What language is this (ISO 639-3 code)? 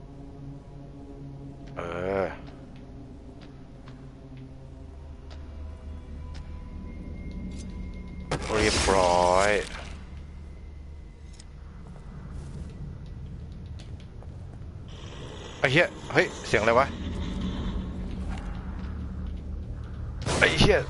tha